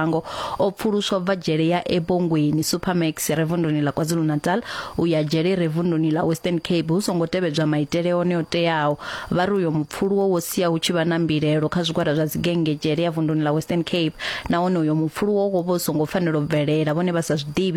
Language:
Venda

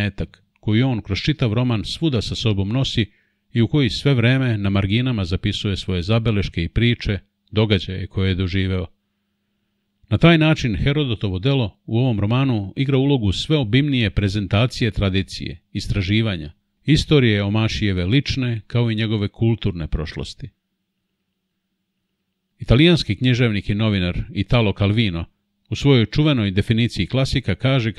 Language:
Serbian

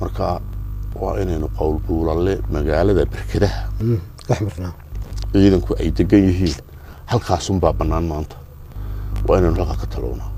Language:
Somali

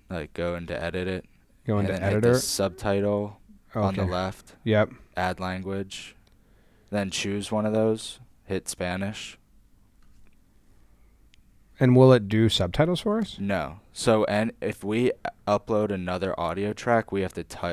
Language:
English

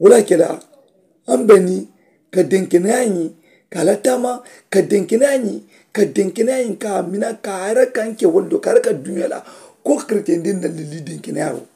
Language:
Mandingo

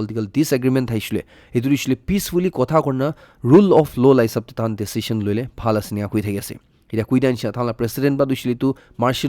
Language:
Naga Pidgin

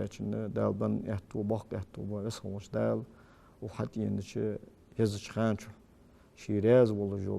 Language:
Ingush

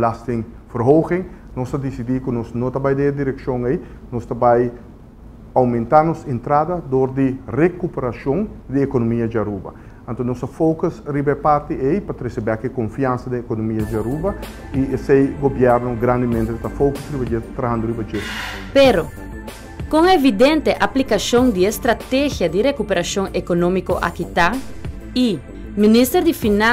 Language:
Papiamento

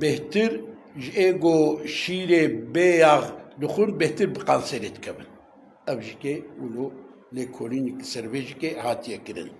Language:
Kurdish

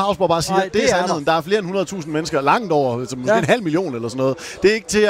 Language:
Danish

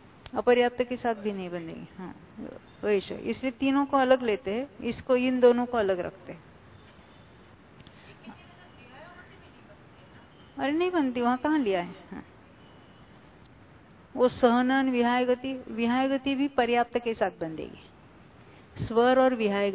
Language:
Hindi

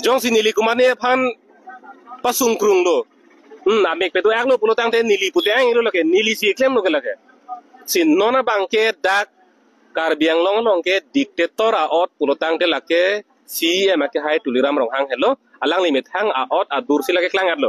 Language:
Karbi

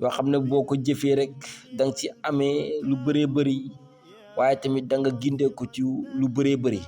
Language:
Wolof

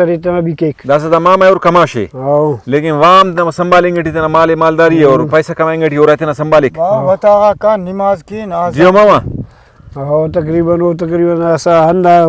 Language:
Brahui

